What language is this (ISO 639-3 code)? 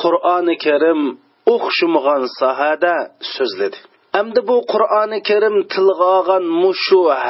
uig